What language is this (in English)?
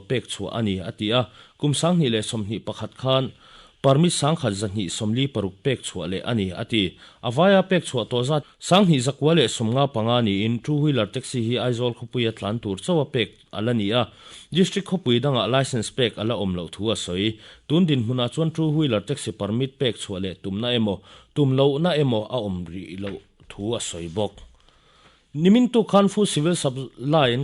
Mizo